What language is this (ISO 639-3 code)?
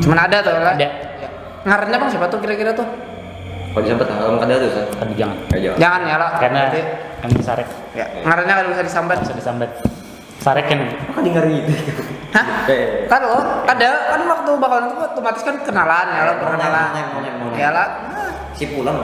bjn